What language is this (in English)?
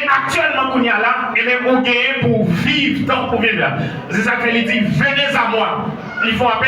Haitian Creole